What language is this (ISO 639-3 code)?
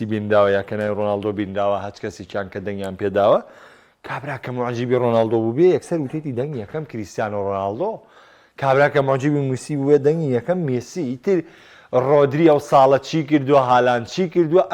ckb